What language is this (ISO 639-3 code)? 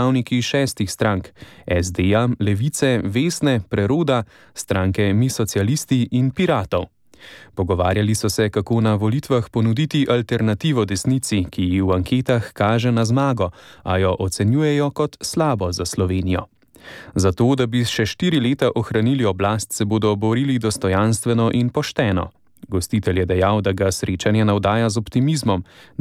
slv